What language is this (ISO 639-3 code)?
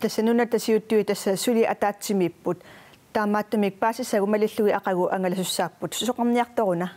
kal